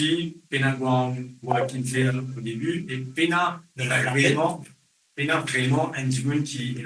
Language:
Morisyen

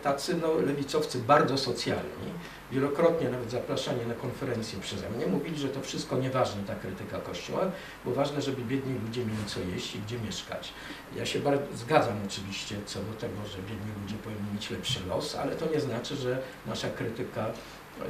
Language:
Polish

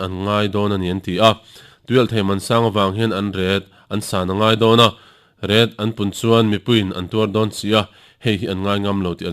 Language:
Mizo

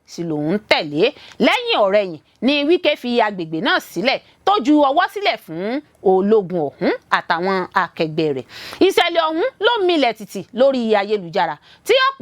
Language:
Yoruba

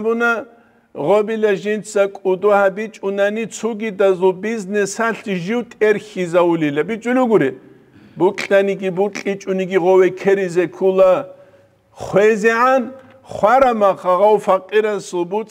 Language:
Avaric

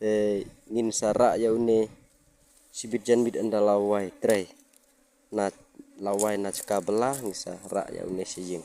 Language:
Khasi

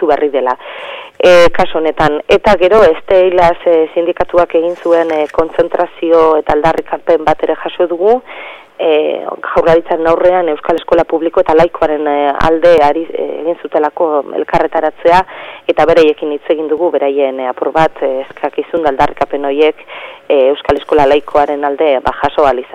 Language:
Basque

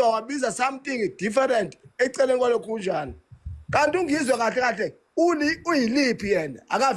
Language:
Zulu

